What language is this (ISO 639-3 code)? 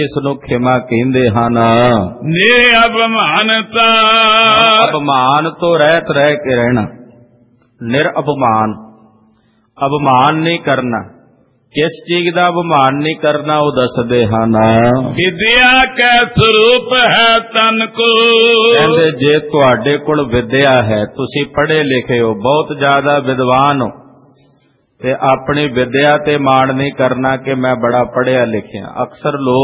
pan